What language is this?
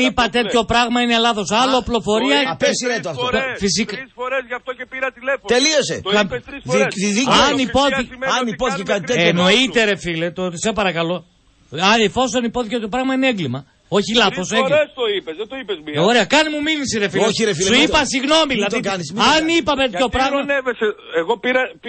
Greek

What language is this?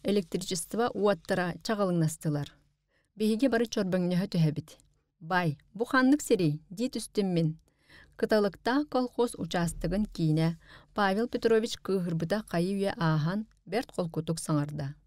Yakut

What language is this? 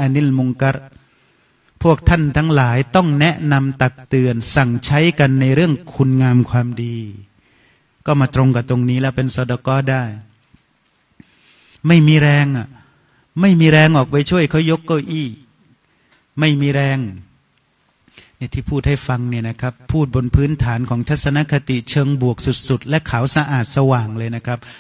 Thai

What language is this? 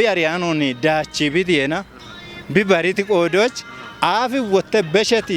Kafa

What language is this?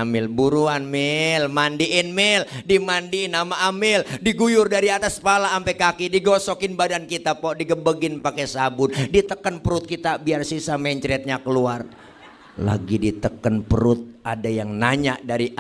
Betawi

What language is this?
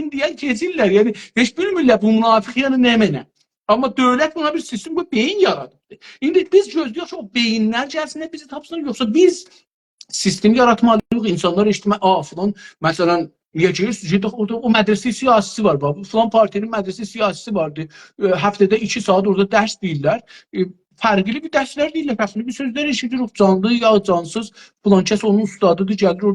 South Azerbaijani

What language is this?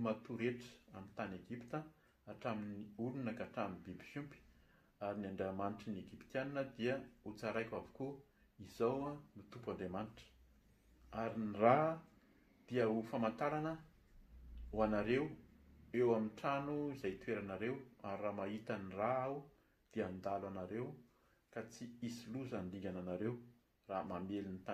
Malagasy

